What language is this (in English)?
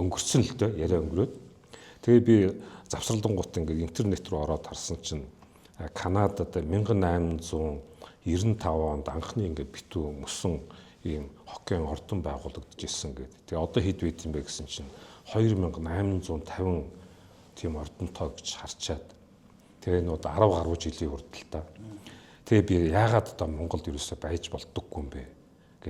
Mongolian